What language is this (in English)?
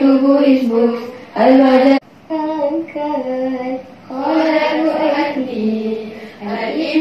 Malay